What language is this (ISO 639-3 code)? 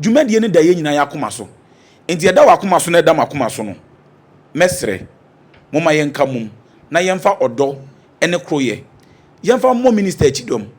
aka